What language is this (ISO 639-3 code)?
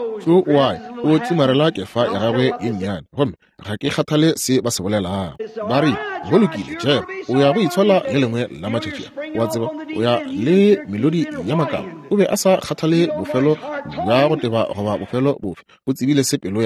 nso